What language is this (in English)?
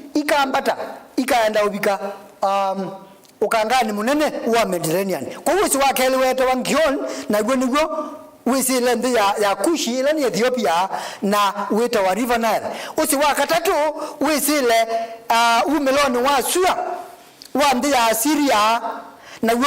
Kamba